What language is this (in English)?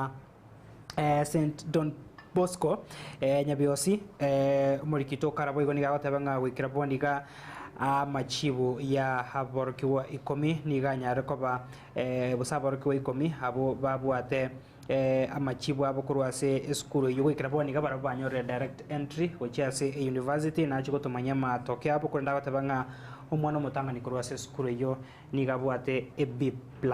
Gusii